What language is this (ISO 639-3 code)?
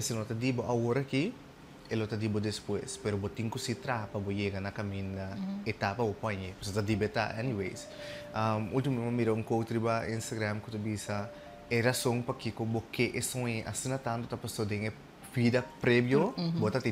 pap